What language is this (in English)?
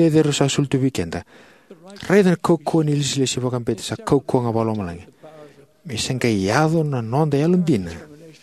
Fijian